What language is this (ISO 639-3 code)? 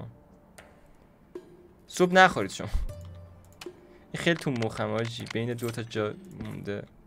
fas